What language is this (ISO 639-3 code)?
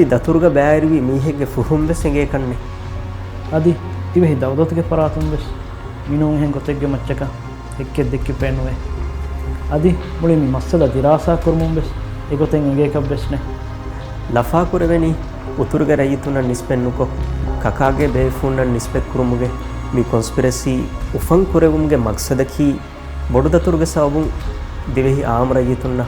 div